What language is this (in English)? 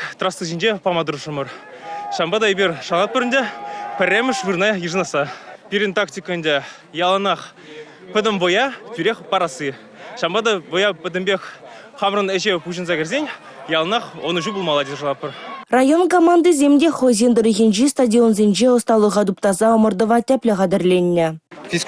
Chuvash